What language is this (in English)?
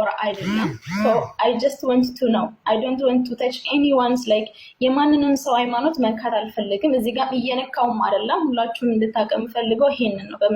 Amharic